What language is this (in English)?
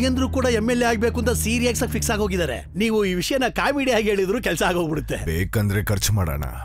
Kannada